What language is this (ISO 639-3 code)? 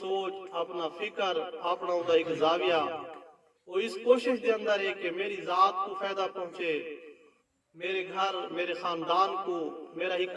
skr